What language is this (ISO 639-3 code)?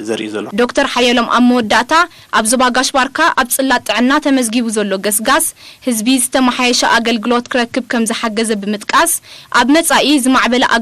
tir